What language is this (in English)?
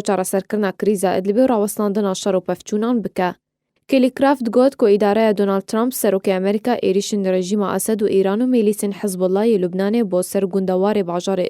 Kurdish